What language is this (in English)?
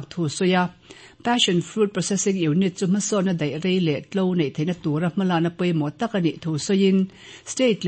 Mizo